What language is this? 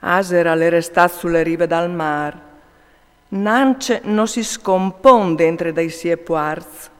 Friulian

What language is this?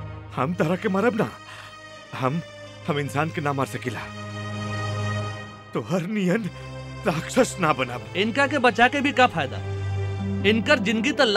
Bhojpuri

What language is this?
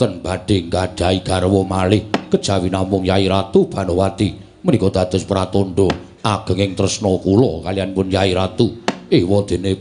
Javanese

